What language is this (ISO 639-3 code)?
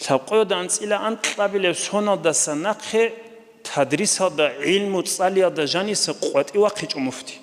ava